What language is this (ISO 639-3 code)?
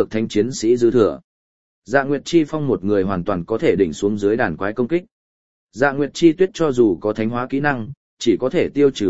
vie